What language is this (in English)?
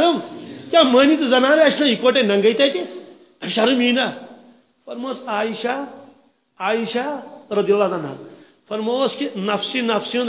Kashmiri